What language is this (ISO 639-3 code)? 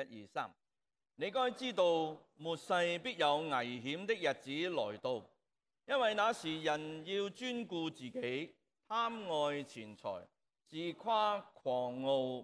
yue